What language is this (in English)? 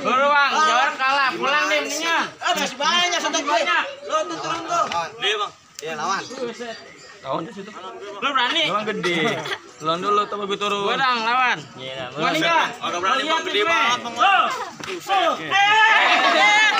Betawi